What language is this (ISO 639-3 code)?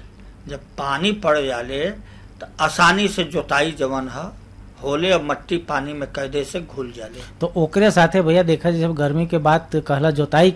bho